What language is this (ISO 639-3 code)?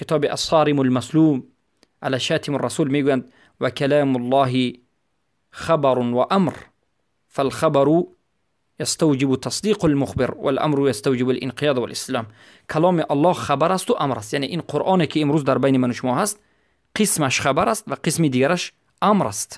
fas